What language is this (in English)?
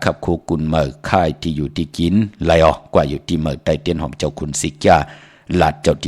Shan